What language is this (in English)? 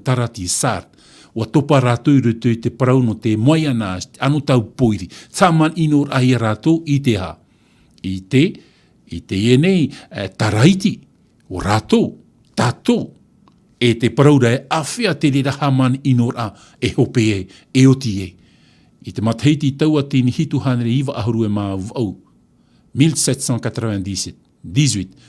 Tahitian